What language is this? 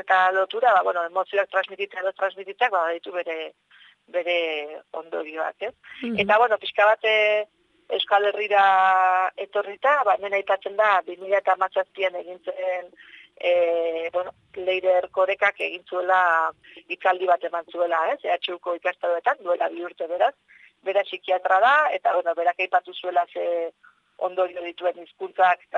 Basque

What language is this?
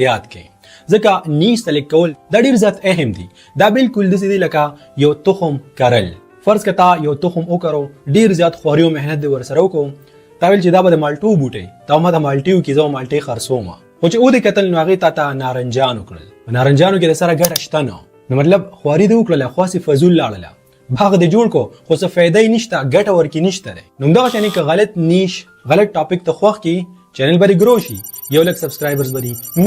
Pashto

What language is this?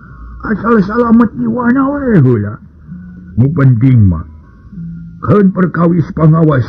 Sundanese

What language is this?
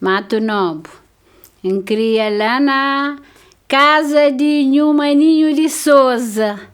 Kabuverdianu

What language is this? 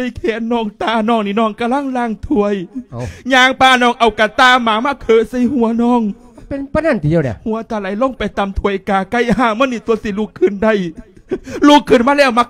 Lao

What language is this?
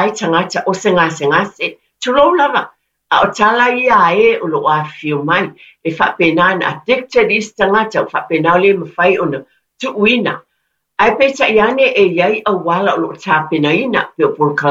Samoan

